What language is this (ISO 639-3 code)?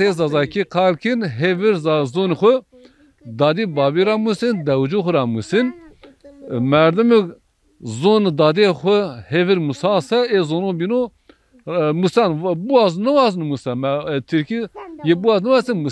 zza